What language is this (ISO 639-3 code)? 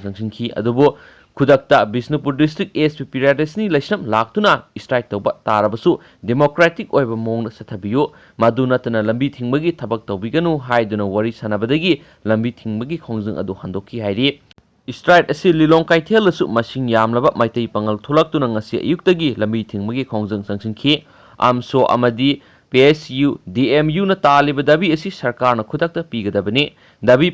mni